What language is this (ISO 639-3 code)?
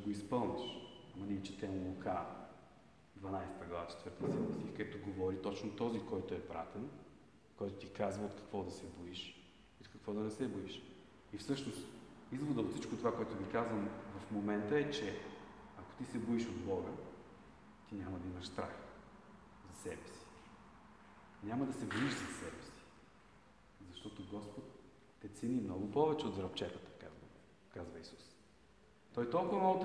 bul